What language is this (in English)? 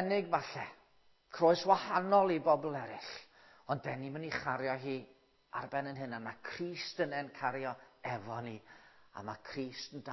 Welsh